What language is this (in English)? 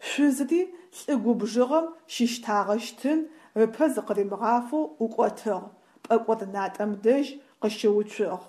Adyghe